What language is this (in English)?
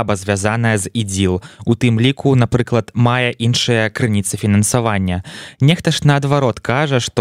Belarusian